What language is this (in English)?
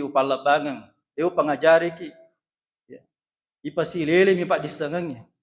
Buginese